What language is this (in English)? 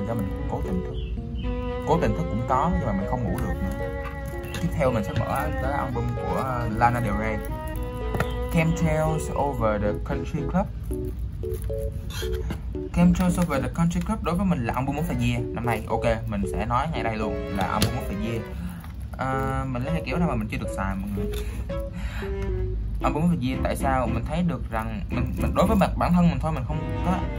Vietnamese